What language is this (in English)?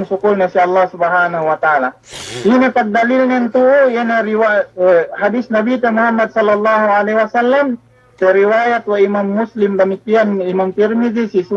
Yakan